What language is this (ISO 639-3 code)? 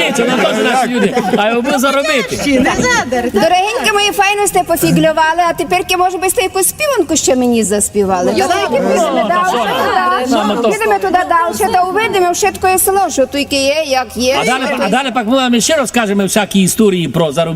rue